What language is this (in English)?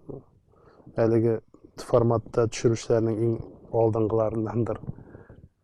Tatar